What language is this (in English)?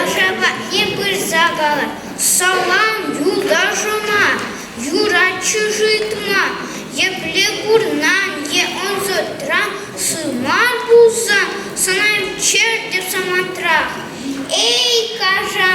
Chuvash